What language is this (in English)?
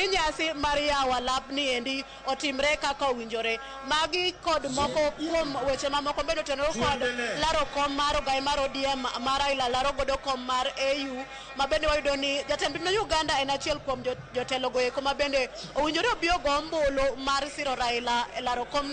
Luo (Kenya and Tanzania)